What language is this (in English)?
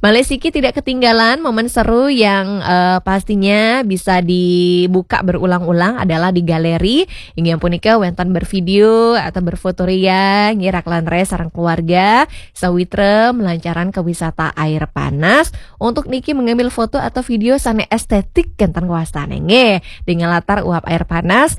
Balinese